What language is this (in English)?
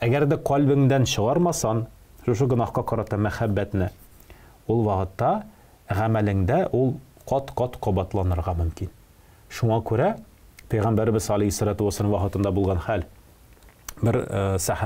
Tatar